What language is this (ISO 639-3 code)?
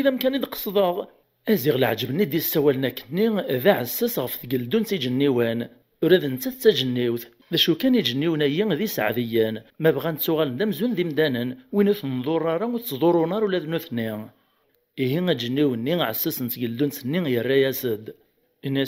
kab